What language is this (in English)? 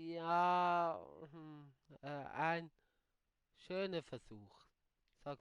Swiss German